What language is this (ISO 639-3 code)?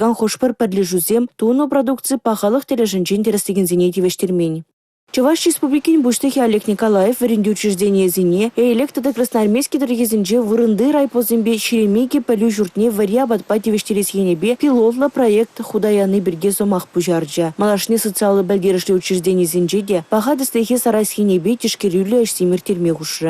chv